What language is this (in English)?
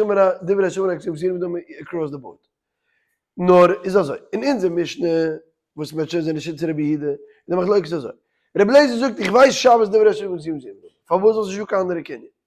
Yiddish